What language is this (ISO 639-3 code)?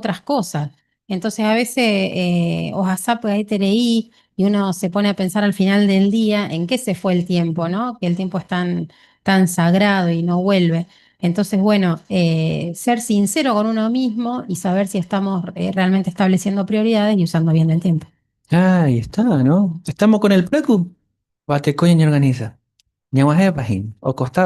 grn